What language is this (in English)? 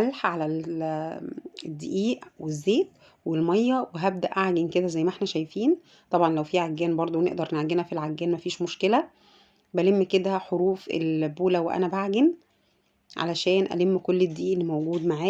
Egyptian Arabic